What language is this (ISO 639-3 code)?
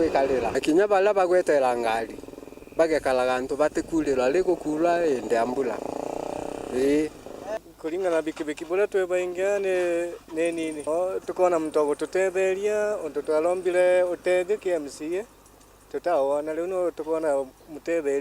mer